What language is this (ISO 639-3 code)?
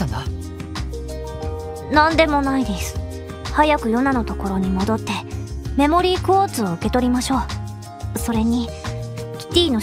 jpn